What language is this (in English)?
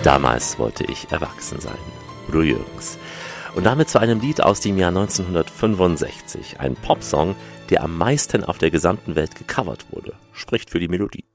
German